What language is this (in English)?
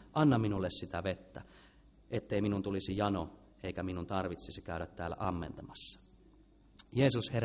Finnish